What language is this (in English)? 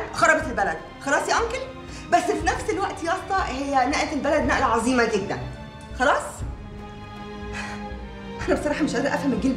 Egyptian Arabic